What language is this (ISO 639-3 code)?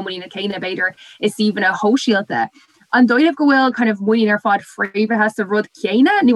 gle